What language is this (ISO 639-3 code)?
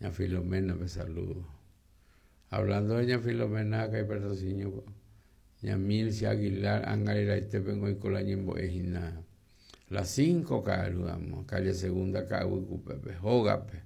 grn